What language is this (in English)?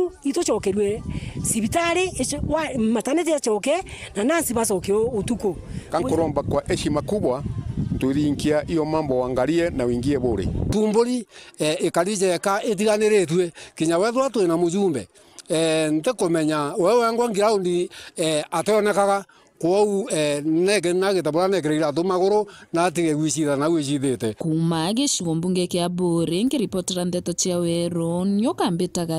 Meru